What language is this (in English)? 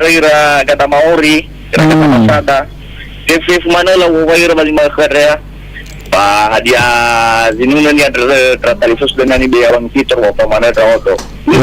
Nias